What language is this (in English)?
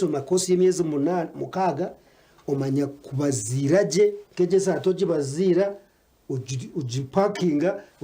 Nyankole